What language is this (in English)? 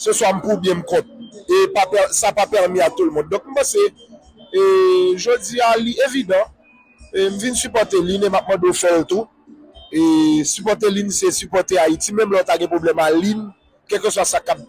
Haitian Creole